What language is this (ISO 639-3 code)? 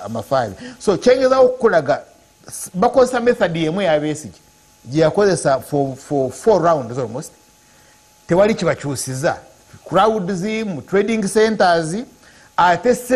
lug